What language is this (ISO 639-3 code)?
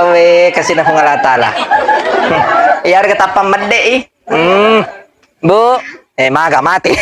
bug